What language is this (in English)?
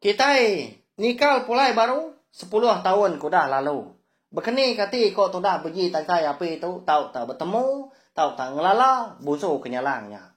Iban